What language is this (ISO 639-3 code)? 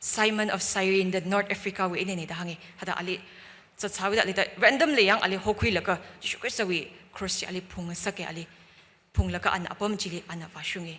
nmf